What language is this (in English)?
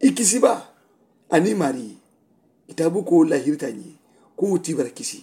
Mandingo